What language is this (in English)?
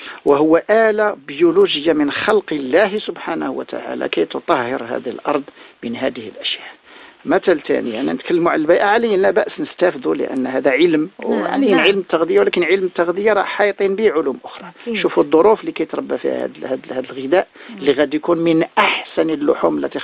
Moroccan Arabic